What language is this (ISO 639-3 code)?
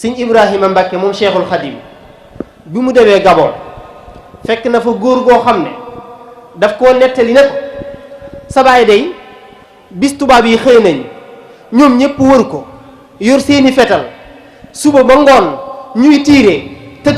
wol